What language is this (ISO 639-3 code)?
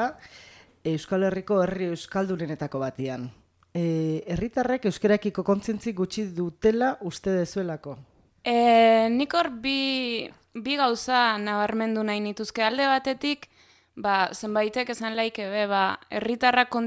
eus